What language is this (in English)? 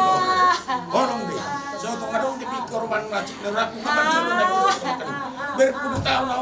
Batak Toba